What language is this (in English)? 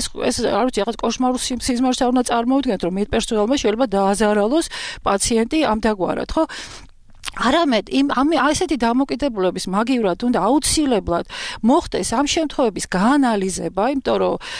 Georgian